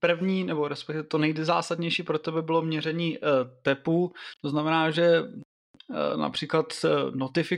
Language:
Czech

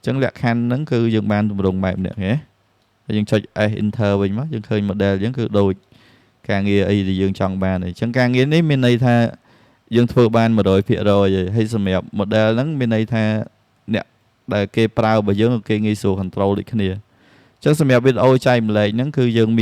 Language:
Khmer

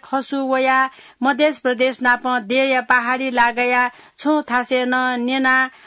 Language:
Newari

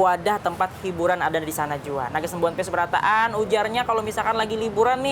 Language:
Banjar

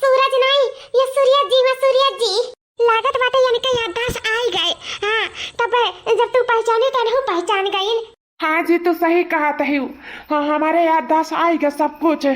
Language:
Awadhi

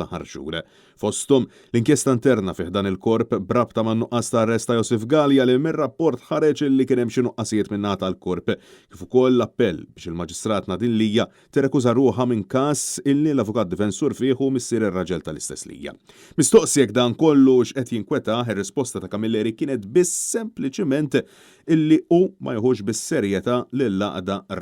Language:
Maltese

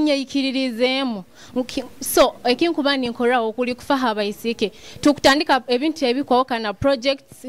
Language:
Nyoro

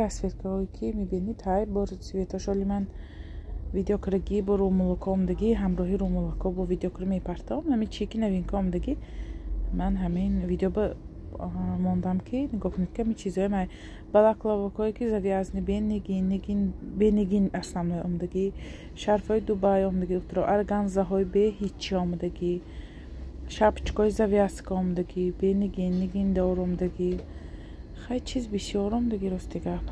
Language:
Tajik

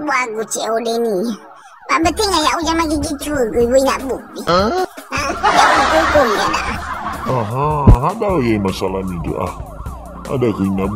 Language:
Nias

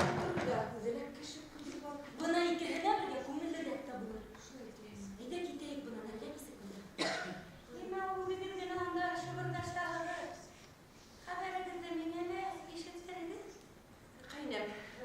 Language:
Bashkir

